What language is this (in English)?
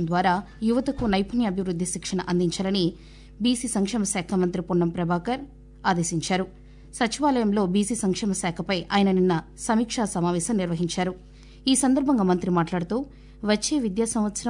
Telugu